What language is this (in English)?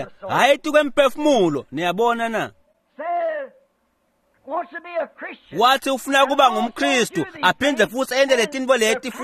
Swati